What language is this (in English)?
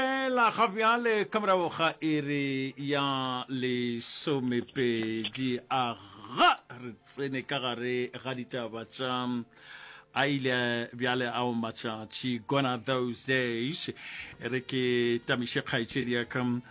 Northern Sotho